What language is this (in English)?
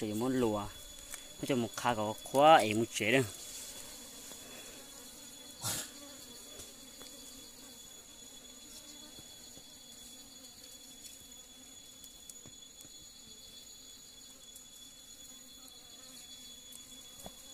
Vietnamese